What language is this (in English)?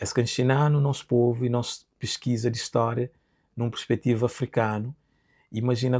Kabuverdianu